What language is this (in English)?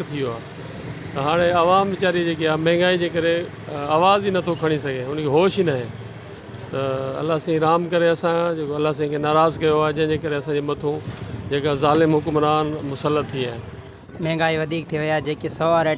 Sindhi